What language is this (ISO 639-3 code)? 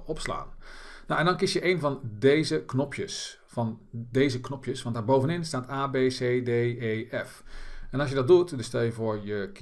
nld